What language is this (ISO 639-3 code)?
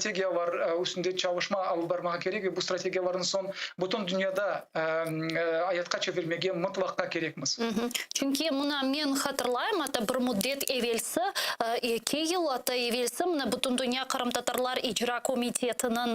crh